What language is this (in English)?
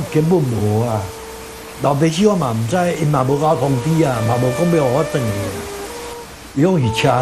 Min Nan Chinese